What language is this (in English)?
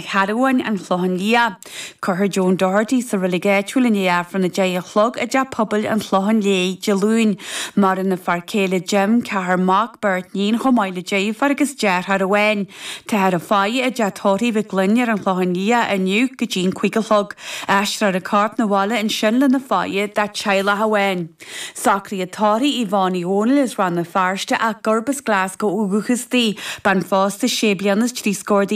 Irish